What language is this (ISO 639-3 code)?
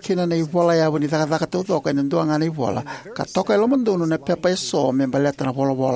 fij